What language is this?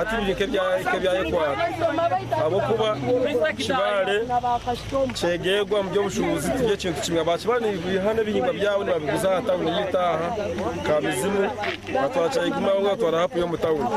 Nyankole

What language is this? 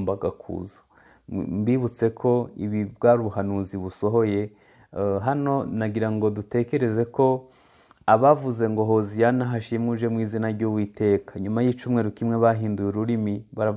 Kinyarwanda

